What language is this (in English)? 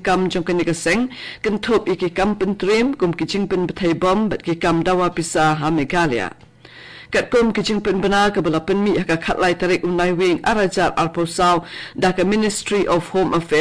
Khasi